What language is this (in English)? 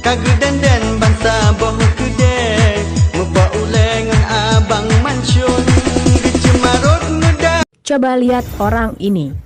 Achinese